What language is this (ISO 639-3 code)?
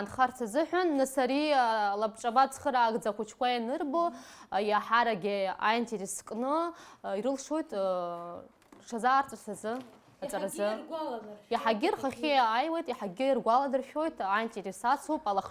abk